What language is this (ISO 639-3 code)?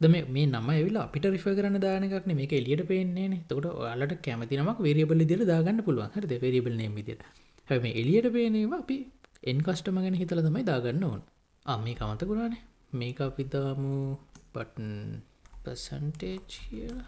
sin